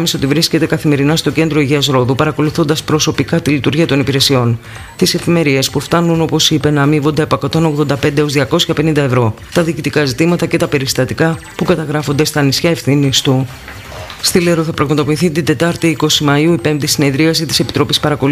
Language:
Greek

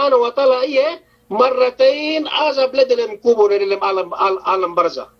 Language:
Yakan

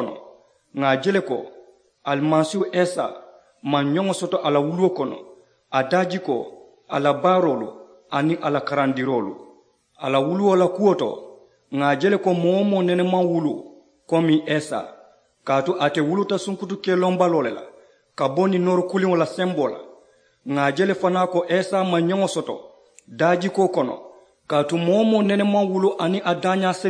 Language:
Mandingo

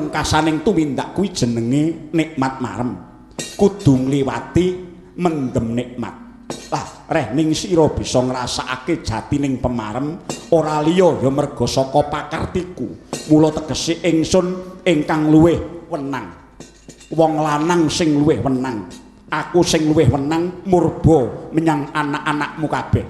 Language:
Javanese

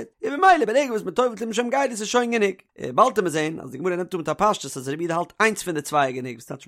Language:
Yiddish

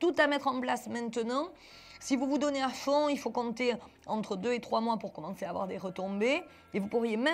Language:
French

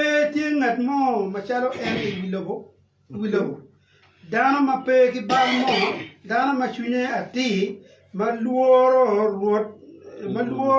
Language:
Acoli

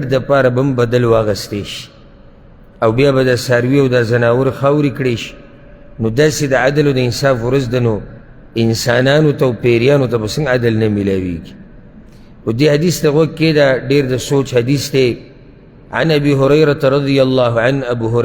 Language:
Pashto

